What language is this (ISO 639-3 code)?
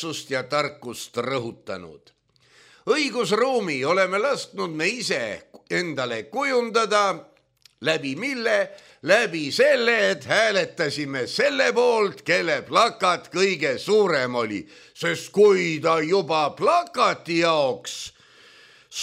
est